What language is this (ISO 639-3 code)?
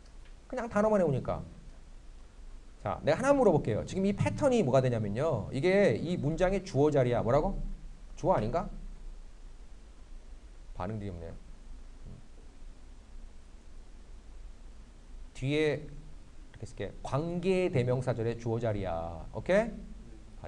kor